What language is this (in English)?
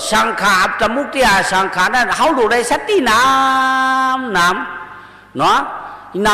Shan